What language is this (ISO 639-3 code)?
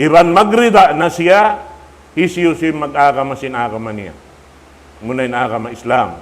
tsg